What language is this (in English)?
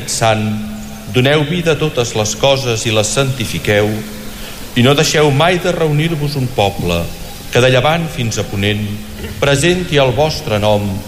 Catalan